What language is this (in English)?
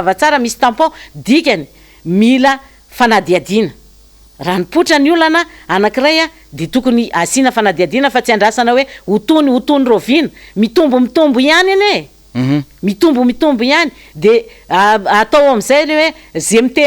Malagasy